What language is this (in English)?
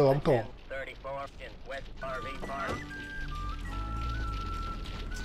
Czech